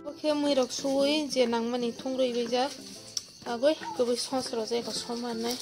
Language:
Kok Borok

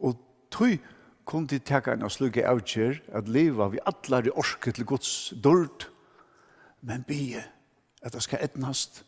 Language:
Faroese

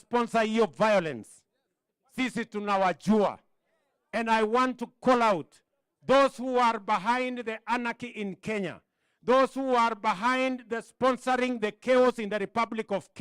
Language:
Kikuyu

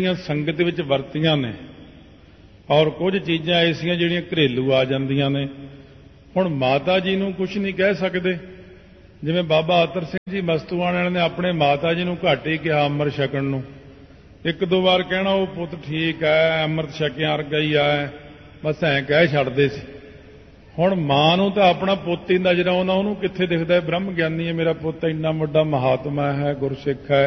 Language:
Punjabi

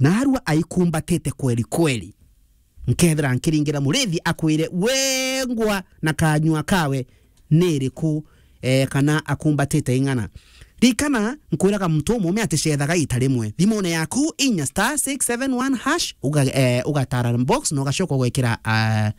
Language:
Meru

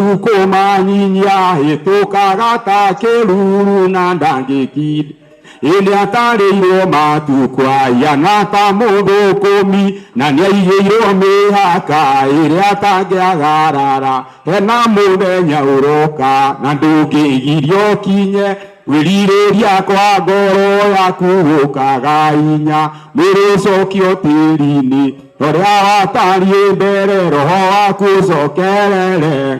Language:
Kikuyu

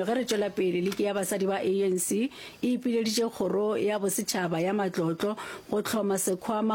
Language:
Northern Sotho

